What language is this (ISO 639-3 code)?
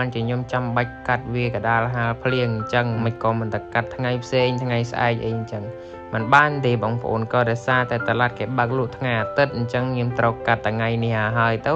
khm